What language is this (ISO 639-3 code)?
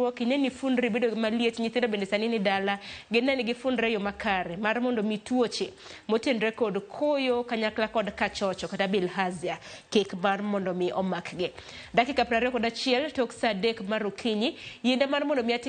luo